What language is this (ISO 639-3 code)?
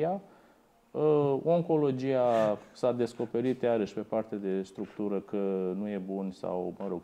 ron